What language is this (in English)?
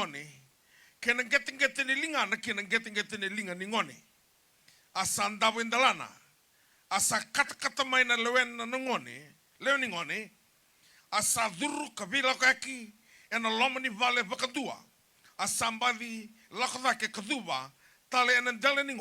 Fijian